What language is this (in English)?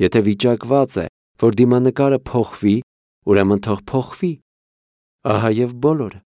Armenian